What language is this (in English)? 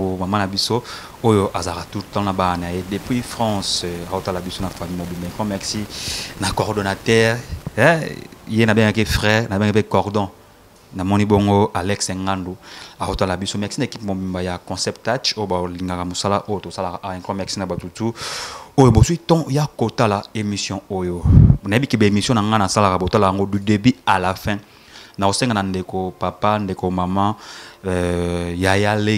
Lingala